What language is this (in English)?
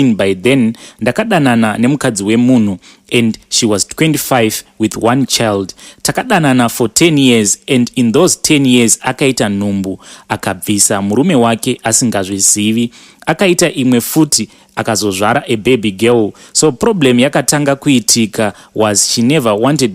Shona